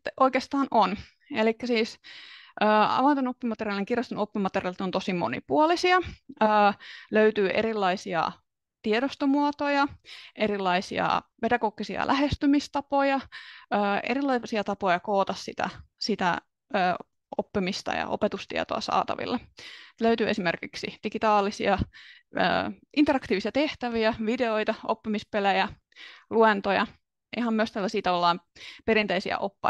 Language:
Finnish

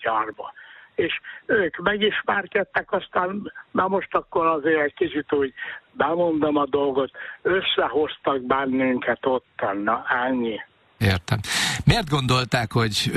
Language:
Hungarian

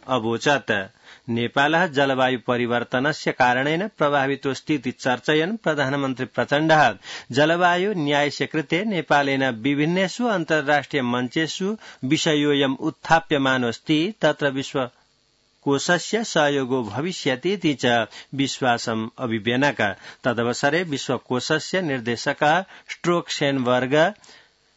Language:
Sanskrit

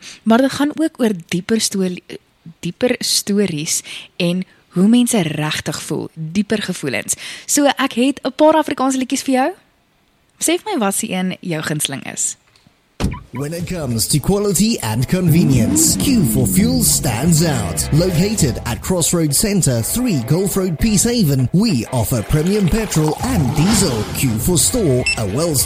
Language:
Afrikaans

